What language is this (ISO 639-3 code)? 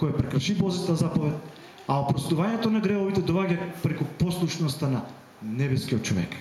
mkd